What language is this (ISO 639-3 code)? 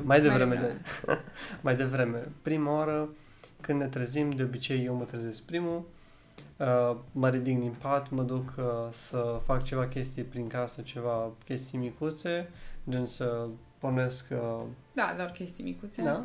ron